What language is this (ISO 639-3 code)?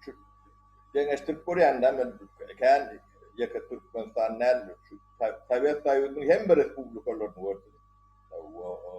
tuk